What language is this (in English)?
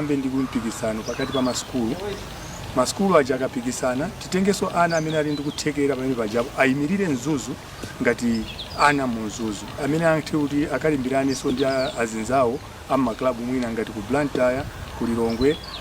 Nyanja